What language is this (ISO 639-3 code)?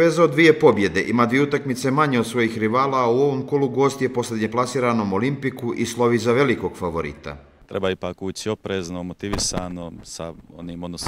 bos